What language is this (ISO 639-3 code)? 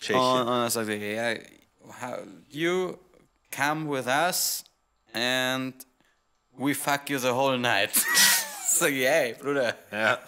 bar